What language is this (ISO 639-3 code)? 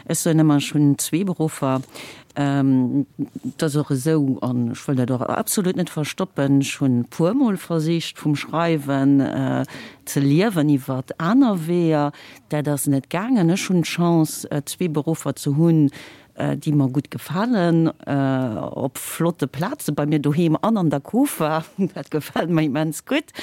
ltz